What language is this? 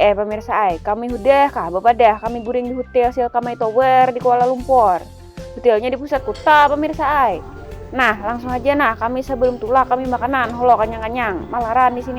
Banjar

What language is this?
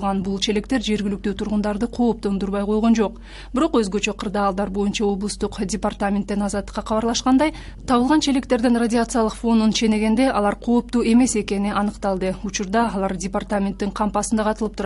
Kyrgyz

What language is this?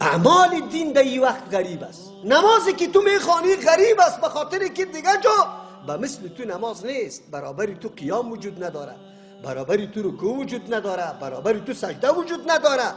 Persian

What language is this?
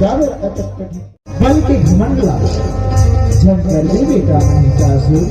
Chhattisgarhi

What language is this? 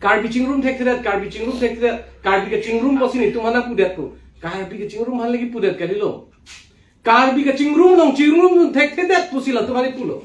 Karbi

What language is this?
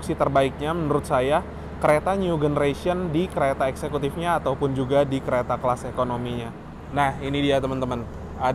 Indonesian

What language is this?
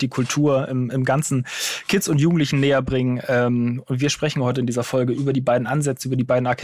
German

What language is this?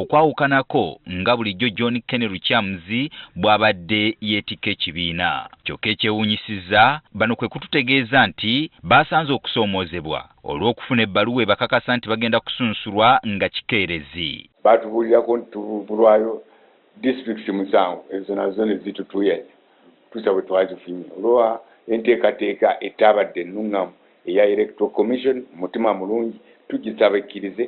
Ganda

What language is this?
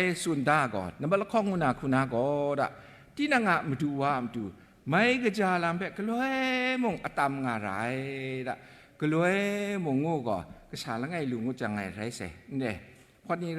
Kachin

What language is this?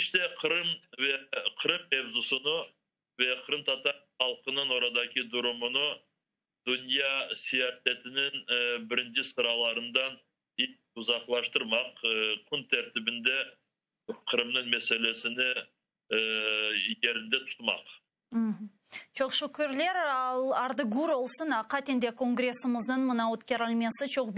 Crimean Tatar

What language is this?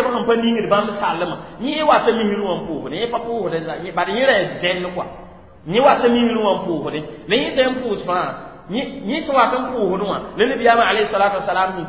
Mossi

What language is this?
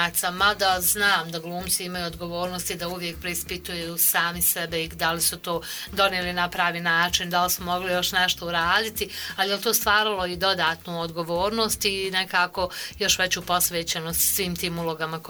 Bosnian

